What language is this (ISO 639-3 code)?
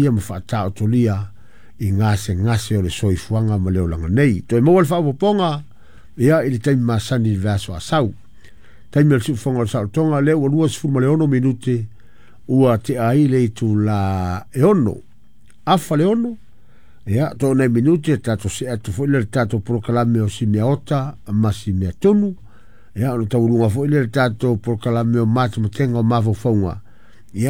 smo